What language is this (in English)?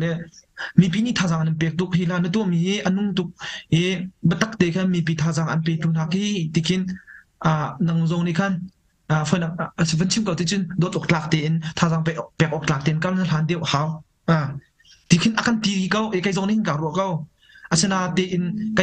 Hakha Chin